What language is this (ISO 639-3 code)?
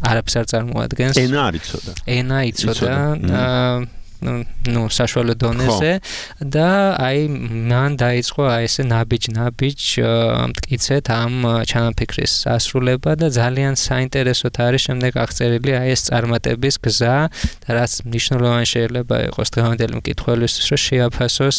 kat